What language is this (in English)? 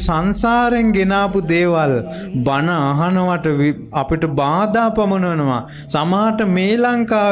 Sinhala